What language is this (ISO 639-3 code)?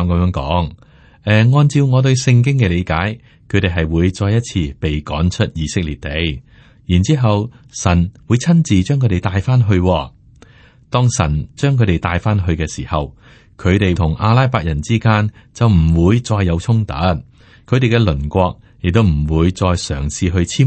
yue